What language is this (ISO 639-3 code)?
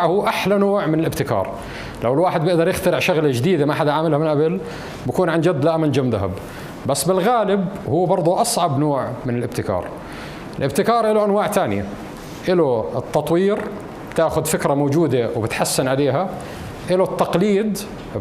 apc